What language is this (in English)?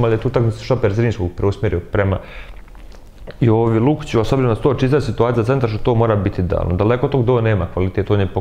Bosnian